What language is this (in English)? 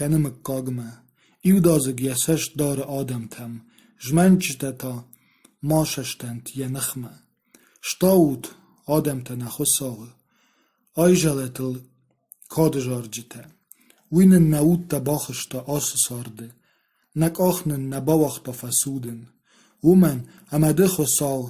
Ossetic